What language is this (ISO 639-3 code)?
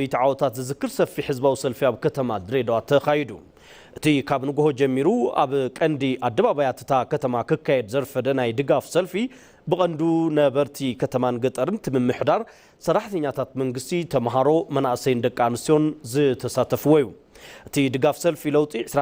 tir